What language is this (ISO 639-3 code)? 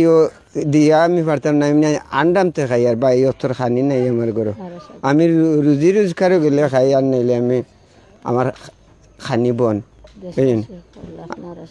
syl